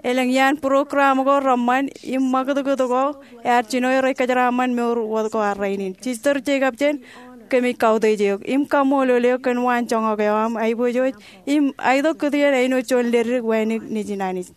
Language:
Marshallese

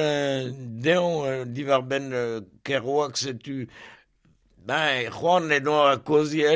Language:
Breton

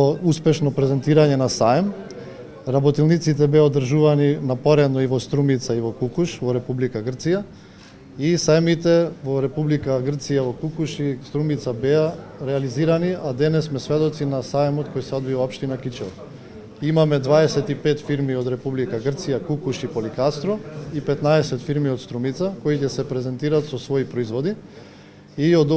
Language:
Macedonian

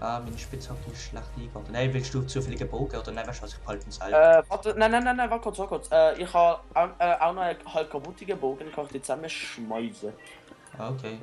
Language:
Swiss German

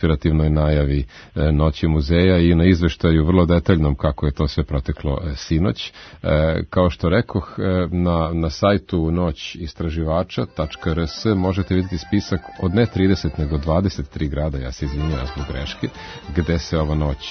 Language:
Serbian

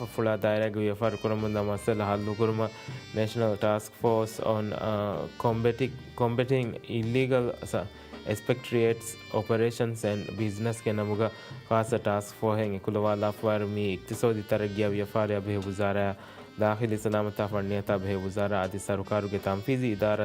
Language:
Divehi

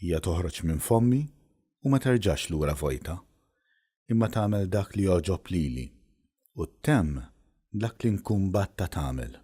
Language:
Maltese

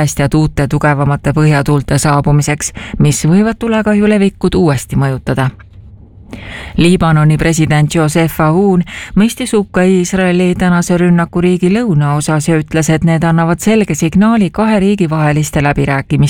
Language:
Estonian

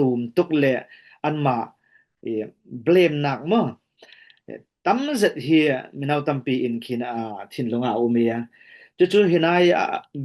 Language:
Falam Chin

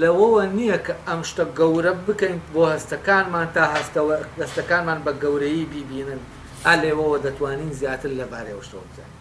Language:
Central Kurdish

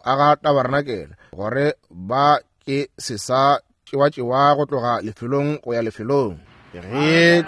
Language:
Northern Sotho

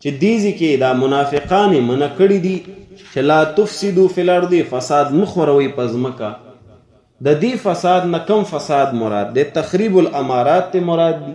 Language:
Pashto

